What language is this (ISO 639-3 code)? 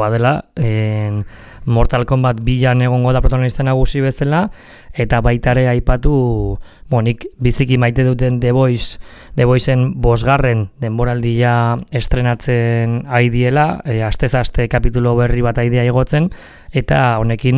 eus